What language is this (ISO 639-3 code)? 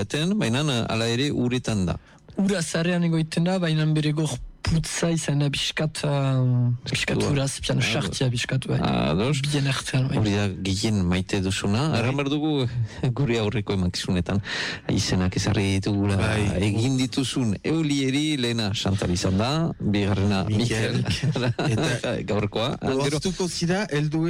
eus